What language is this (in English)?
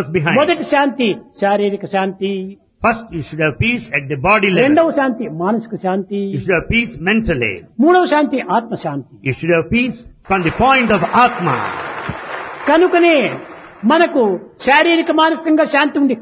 Telugu